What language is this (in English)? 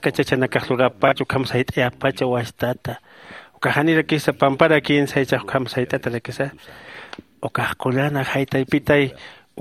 Aymara